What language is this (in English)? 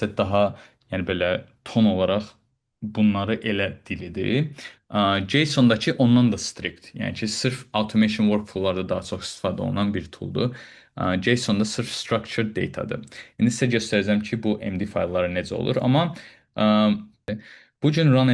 Azerbaijani